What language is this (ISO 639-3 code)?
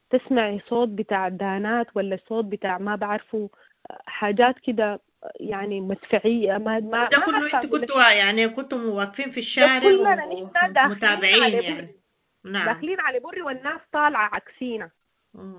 apd